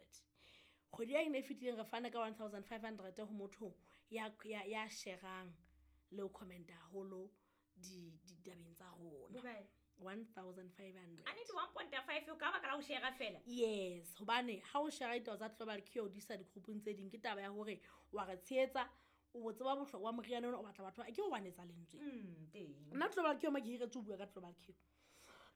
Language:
Southern Sotho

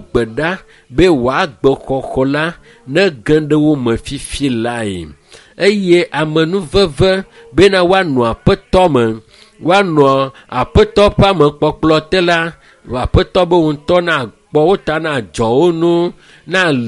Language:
Ewe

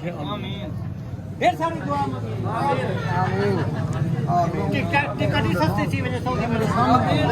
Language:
Saraiki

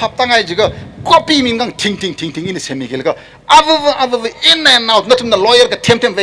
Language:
Tangkhul Naga (India)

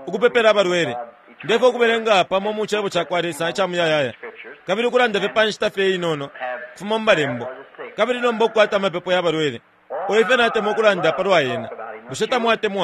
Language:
Bemba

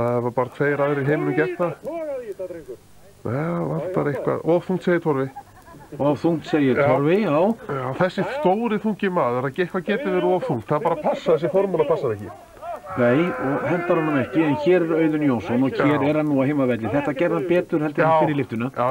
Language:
Icelandic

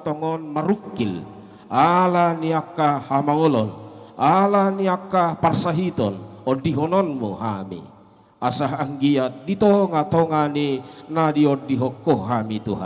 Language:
Batak Toba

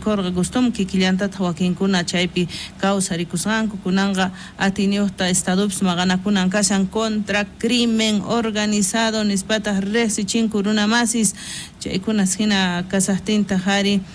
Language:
South Bolivian Quechua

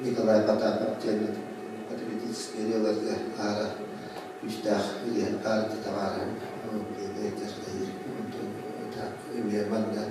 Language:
Yakut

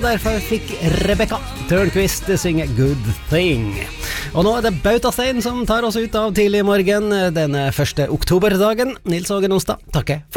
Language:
Norwegian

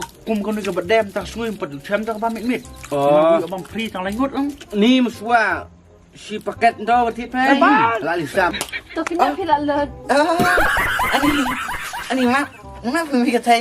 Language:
Khasi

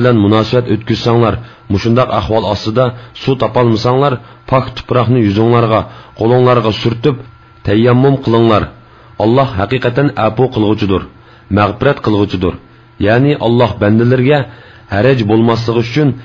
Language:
Uyghur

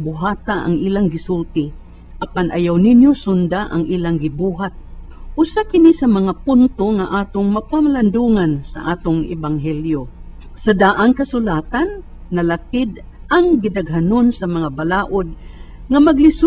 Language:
Cebuano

